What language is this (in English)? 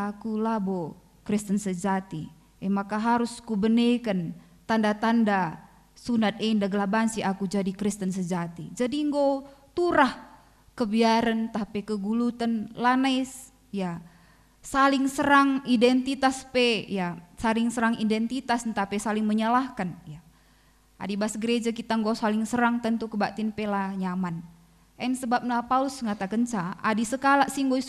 Batak Karo